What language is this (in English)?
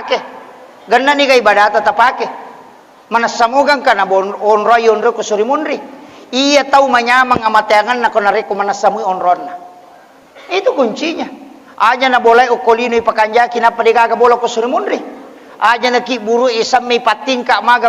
Buginese